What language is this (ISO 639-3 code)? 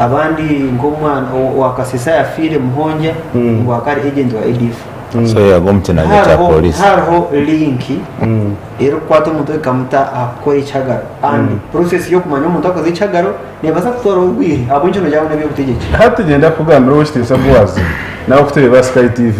nyn